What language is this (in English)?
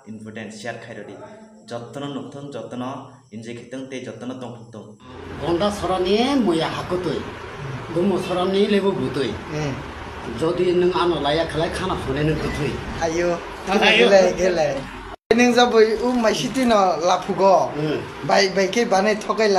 Kok Borok